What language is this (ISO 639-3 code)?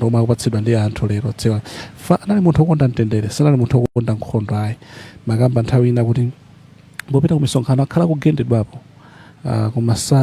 nya